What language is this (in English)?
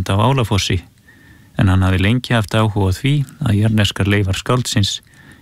Icelandic